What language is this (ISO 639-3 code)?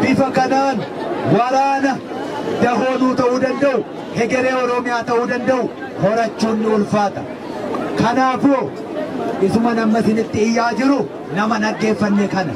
orm